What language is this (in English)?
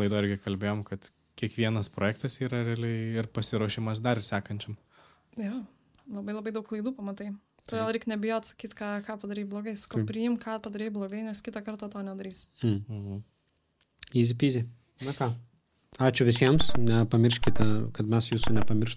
Lithuanian